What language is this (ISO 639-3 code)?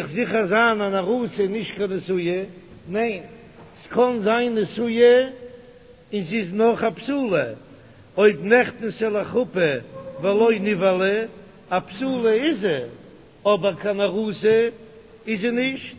yid